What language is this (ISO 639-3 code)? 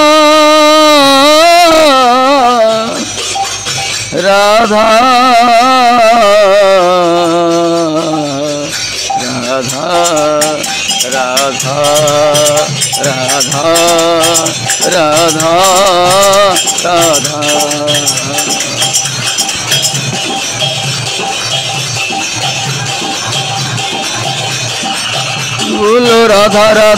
ori